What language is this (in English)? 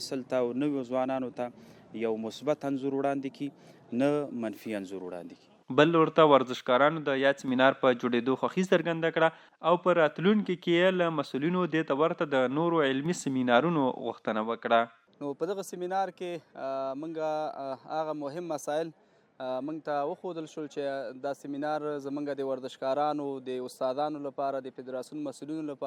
Pashto